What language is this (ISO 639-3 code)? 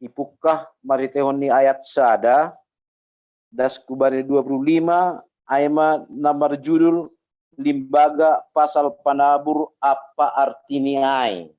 bts